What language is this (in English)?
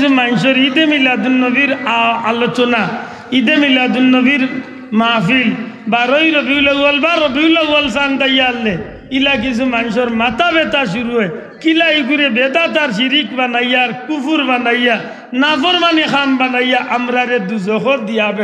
Sylheti